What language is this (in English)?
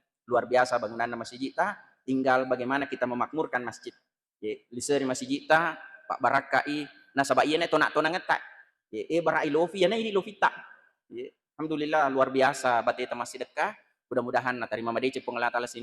Buginese